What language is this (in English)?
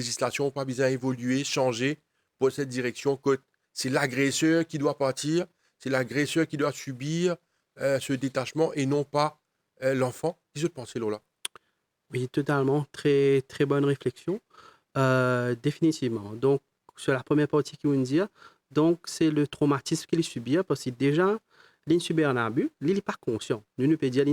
Morisyen